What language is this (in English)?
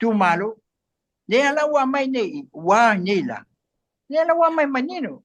Samoan